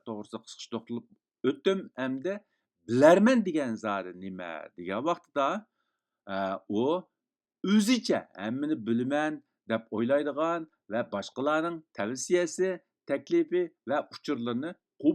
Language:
Uyghur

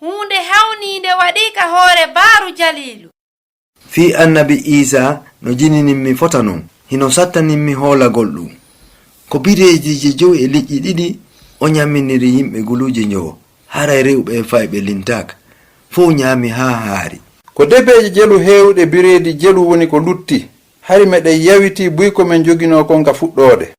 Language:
Fula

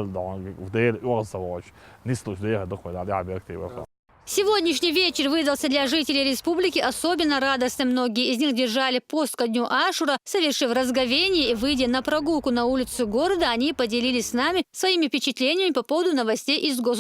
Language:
Chechen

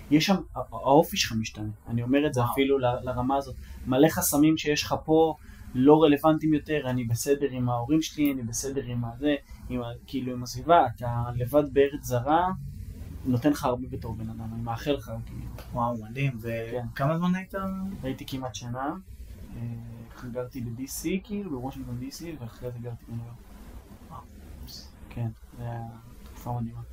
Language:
Hebrew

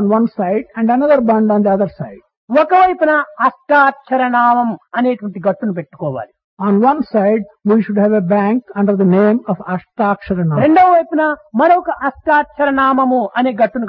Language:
Telugu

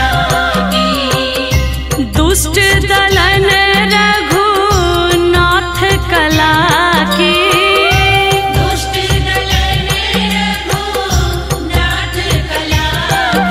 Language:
Bhojpuri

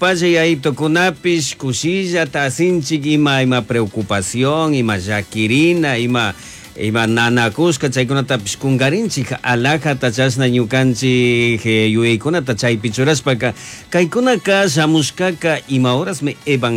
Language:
Chimborazo Highland Quichua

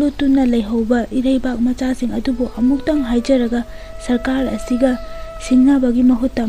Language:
Manipuri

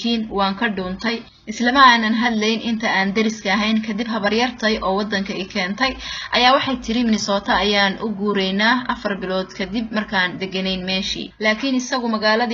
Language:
Somali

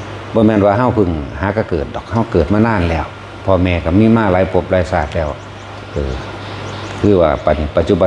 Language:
Northeastern Thai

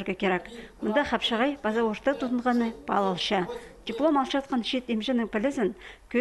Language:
Khakas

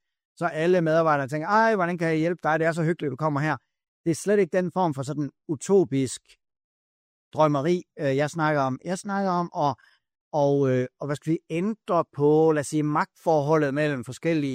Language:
Danish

